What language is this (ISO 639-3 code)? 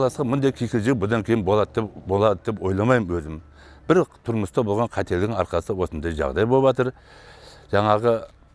kaz